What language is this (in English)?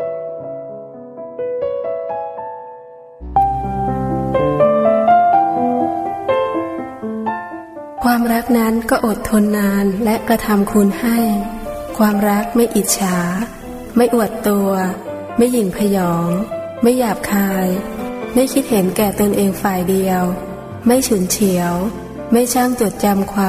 Thai